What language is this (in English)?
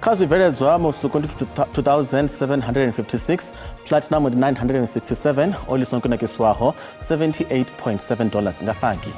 Venda